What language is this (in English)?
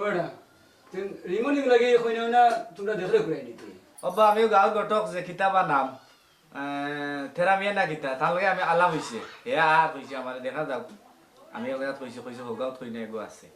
Sylheti